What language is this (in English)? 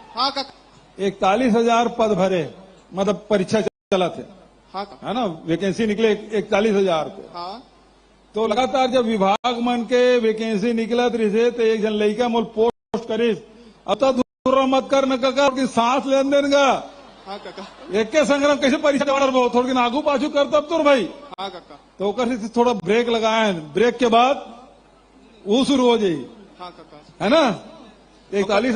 Chhattisgarhi